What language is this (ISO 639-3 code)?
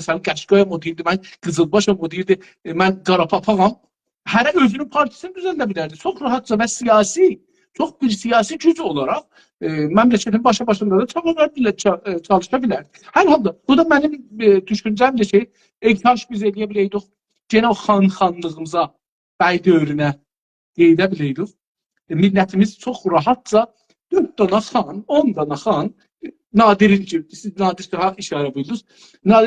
azb